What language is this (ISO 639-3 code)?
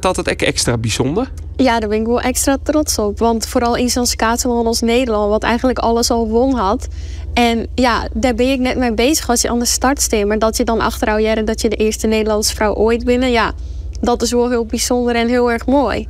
fry